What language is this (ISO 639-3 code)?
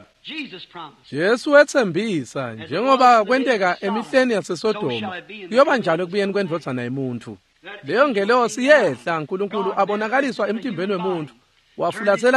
ssw